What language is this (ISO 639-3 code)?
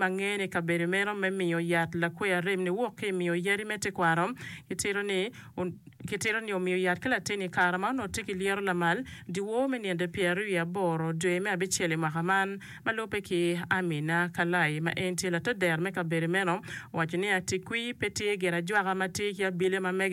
ach